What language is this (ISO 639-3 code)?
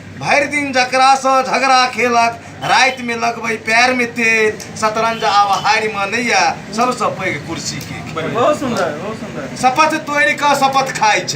mai